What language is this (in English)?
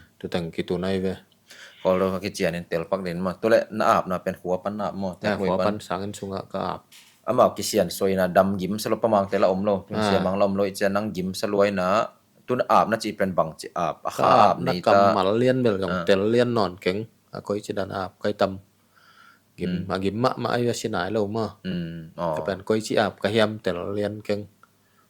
Tedim Chin